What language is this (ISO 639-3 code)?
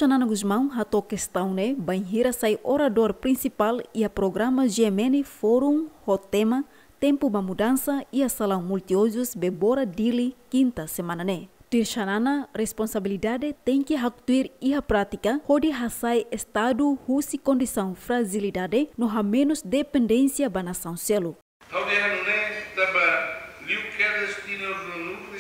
tet